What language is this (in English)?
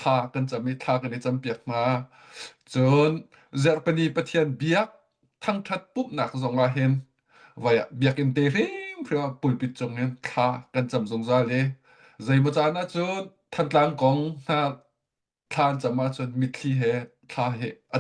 Hakha Chin